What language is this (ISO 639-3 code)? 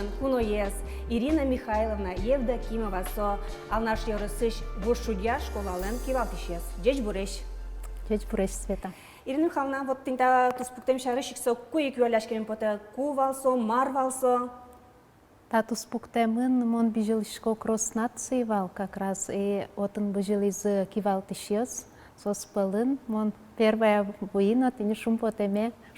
udm